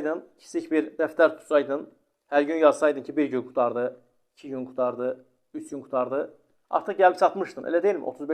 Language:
Azerbaijani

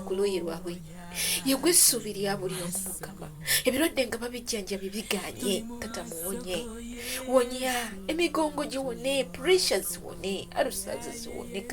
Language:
Ganda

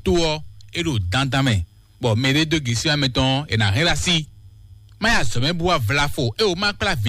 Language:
Fon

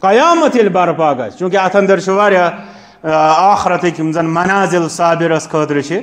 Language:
Kashmiri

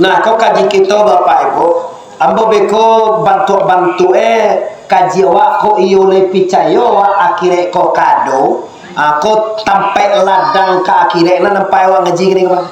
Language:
Minangkabau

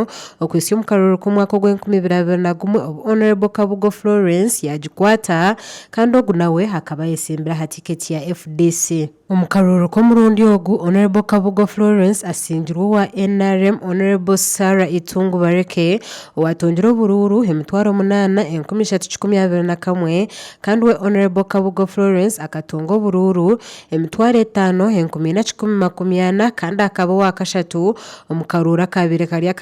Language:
Nyankole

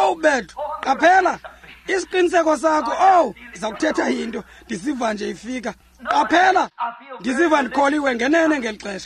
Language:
Xhosa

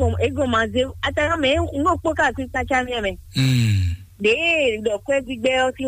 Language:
Fon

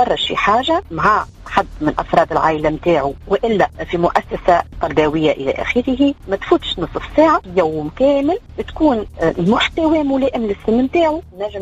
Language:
Tunisian Arabic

